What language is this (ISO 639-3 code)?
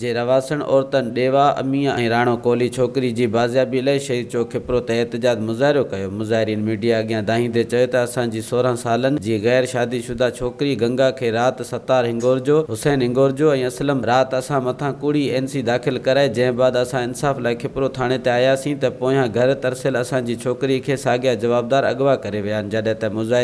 snd